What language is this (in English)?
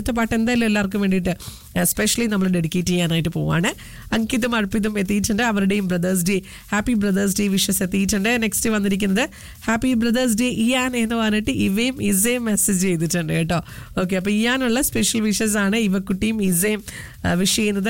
Malayalam